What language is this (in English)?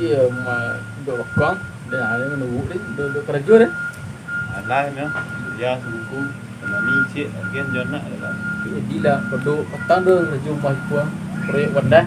Minangkabau